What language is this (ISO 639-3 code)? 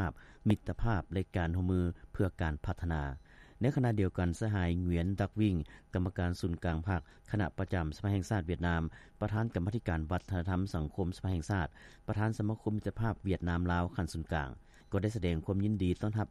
lao